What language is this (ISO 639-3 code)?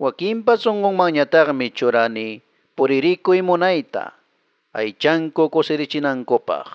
que